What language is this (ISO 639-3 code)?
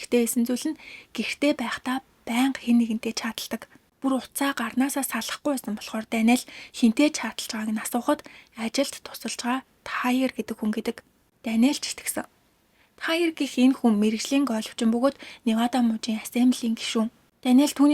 mon